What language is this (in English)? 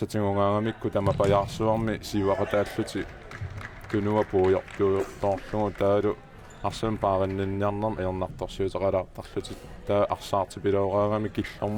Kalaallisut